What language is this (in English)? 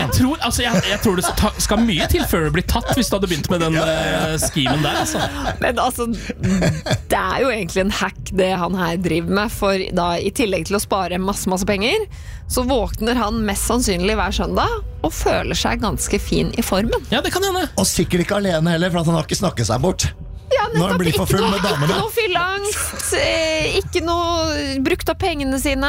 Norwegian